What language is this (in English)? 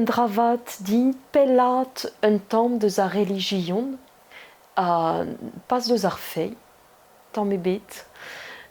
Breton